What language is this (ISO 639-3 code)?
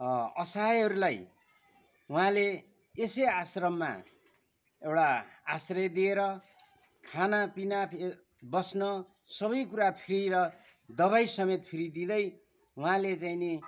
nep